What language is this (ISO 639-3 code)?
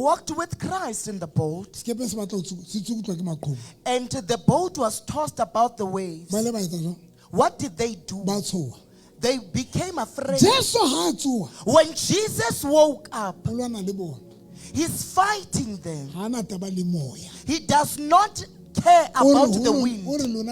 sot